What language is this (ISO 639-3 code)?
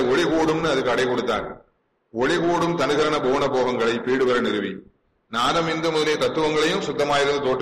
tam